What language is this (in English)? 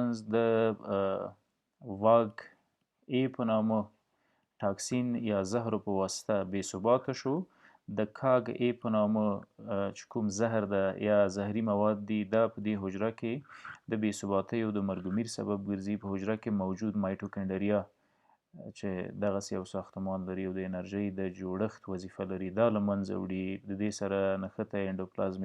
Pashto